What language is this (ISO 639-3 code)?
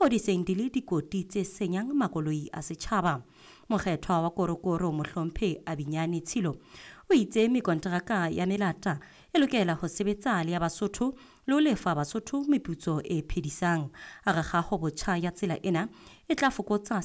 sot